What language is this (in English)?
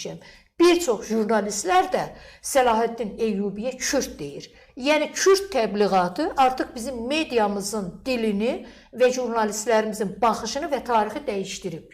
Azerbaijani